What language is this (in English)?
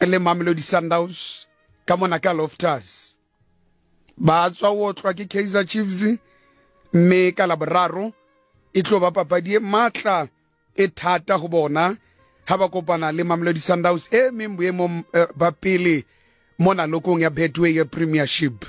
Southern Sotho